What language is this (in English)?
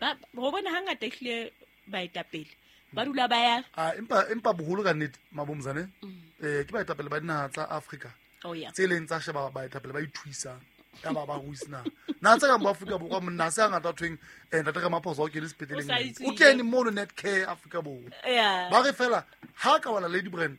Southern Sotho